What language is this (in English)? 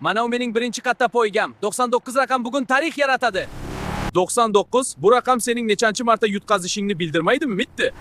Uzbek